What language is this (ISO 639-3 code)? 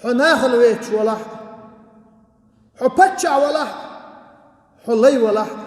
che